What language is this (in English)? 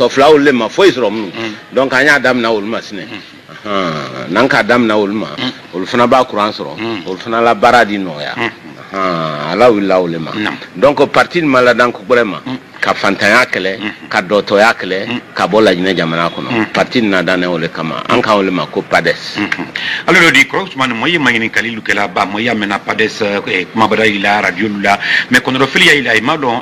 Bambara